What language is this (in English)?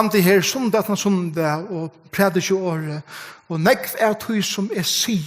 Faroese